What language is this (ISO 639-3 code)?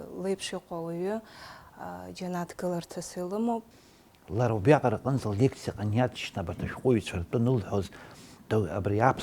abk